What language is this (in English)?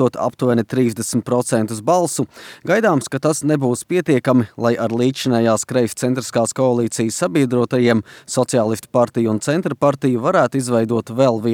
Latvian